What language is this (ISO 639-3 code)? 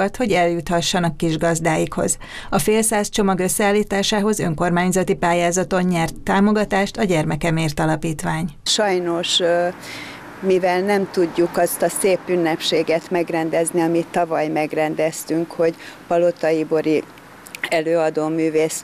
hun